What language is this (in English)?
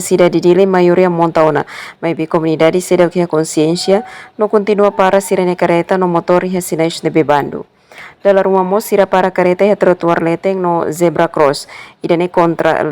Tetum